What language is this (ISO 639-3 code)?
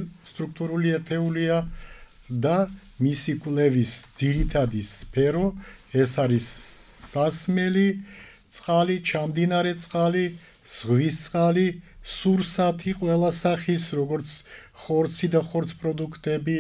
kat